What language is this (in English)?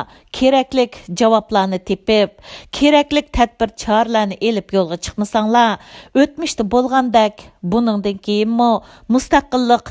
Uyghur